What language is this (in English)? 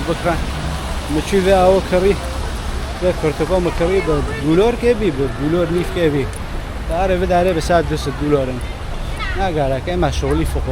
Kurdish